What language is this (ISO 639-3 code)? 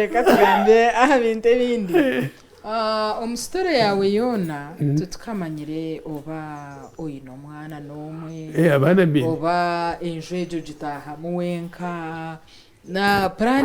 nyn